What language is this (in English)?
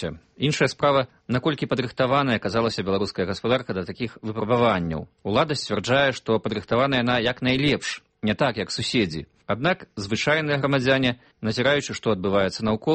Belarusian